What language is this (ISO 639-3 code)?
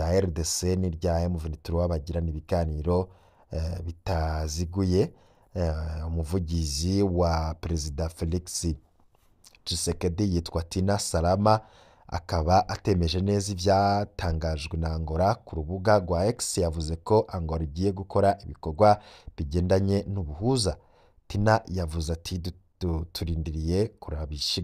run